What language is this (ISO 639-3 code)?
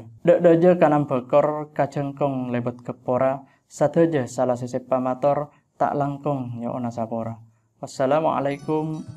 mad